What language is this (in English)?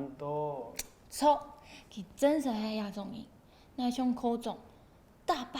Hakka Chinese